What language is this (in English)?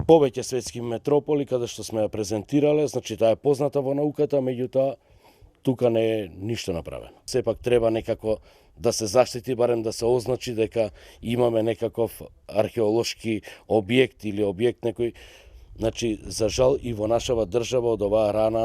Macedonian